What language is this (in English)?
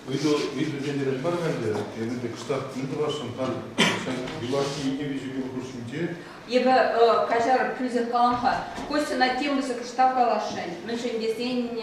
Chuvash